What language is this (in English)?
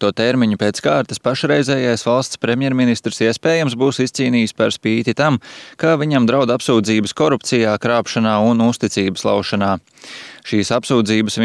Latvian